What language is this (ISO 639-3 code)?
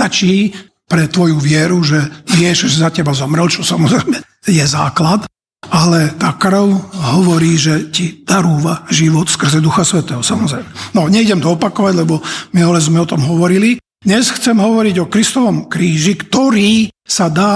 slk